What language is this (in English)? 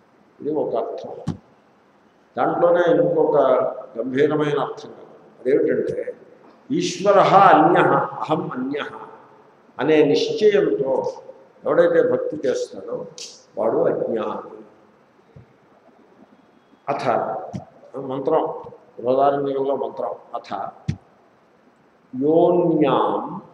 Telugu